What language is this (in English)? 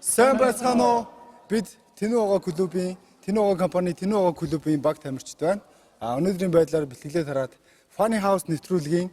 Mongolian